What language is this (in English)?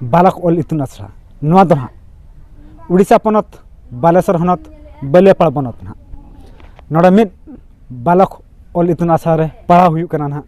Santali